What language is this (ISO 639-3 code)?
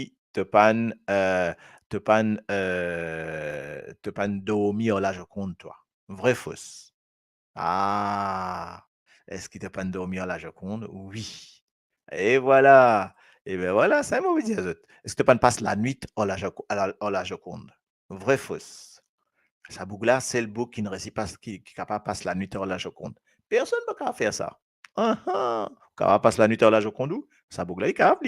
mfe